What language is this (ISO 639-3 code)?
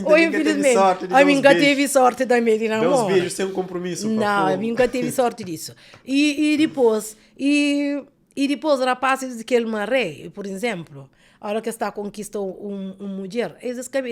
kea